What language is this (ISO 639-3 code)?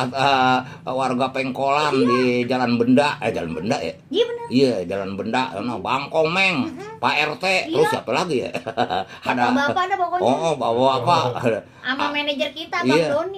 bew